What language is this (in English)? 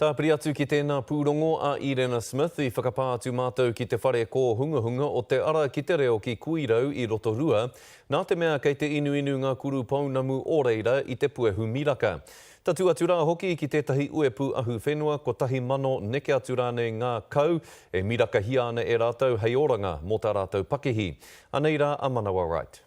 Māori